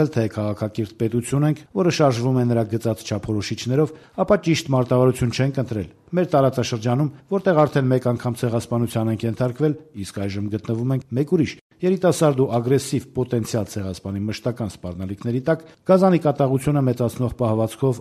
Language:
Armenian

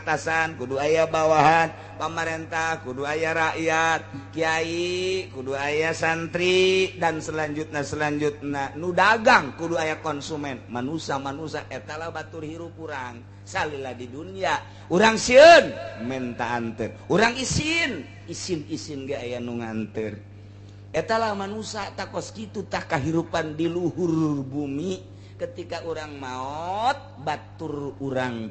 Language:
Sundanese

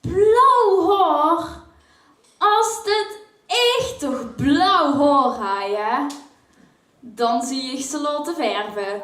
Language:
Limburgish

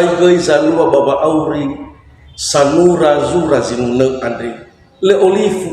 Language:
Nias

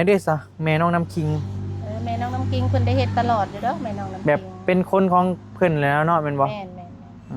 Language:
Northeastern Thai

